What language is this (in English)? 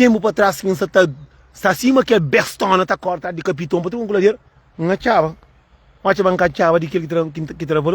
Kabuverdianu